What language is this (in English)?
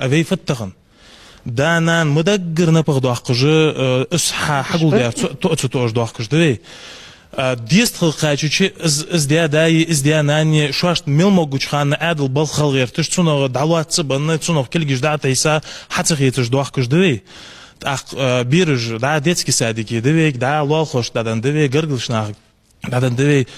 Ingush